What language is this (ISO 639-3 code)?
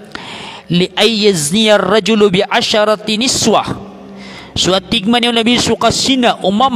mrw